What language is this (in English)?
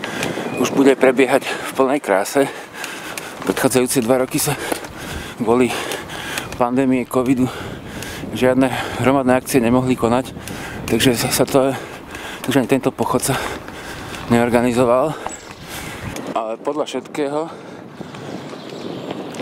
Slovak